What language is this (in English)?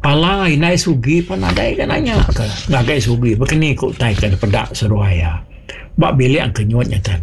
Iban